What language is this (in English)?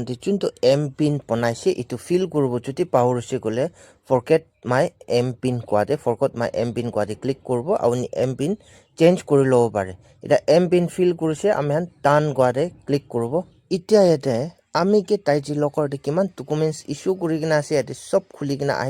Naga Pidgin